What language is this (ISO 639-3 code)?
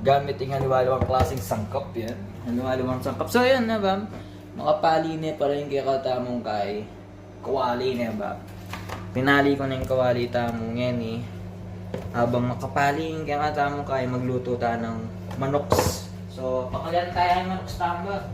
pam